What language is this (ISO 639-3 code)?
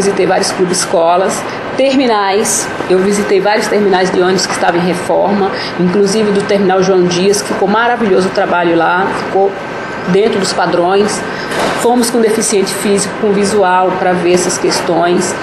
por